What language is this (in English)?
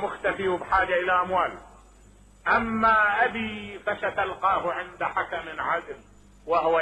Mesopotamian Arabic